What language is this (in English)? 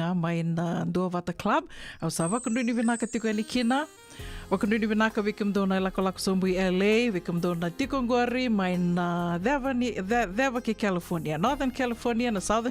Fijian